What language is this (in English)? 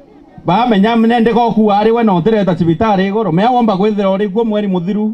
Meru